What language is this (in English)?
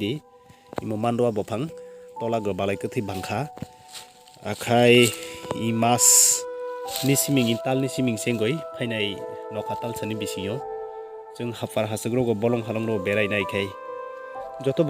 Kok Borok